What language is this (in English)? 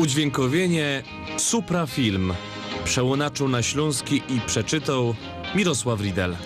Silesian